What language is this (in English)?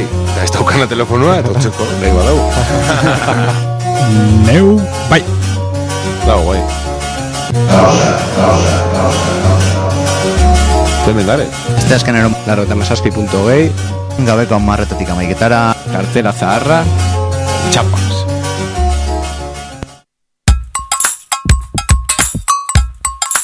Basque